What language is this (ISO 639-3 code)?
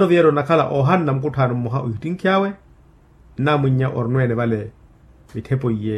vmw